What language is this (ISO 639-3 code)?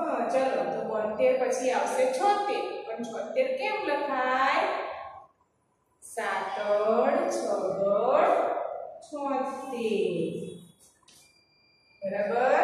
guj